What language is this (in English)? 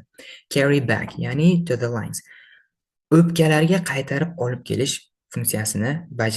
Uzbek